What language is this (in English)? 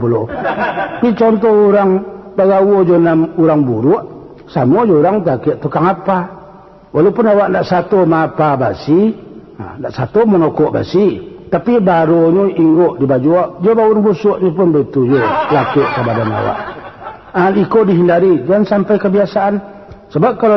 Minangkabau